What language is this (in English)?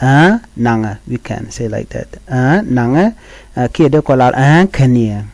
Nuer